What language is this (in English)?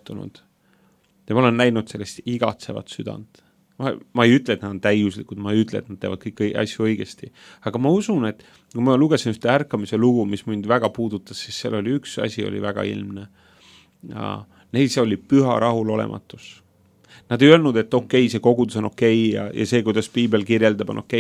Estonian